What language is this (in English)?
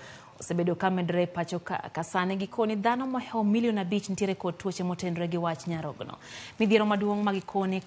Luo (Kenya and Tanzania)